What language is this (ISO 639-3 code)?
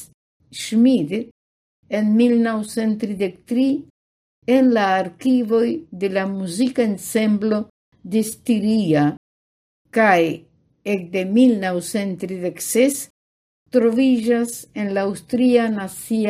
epo